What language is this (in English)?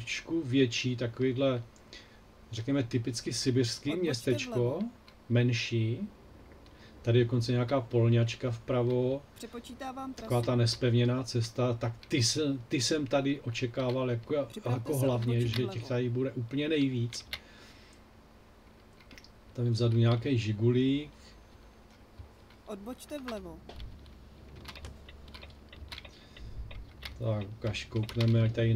Czech